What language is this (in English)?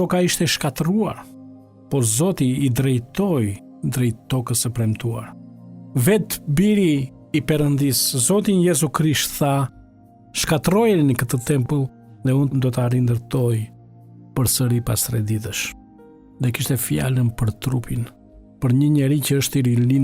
Albanian